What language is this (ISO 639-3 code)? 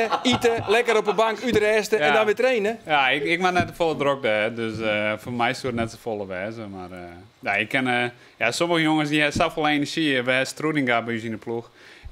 fry